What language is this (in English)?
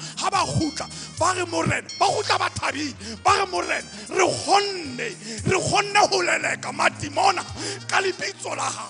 Southern Sotho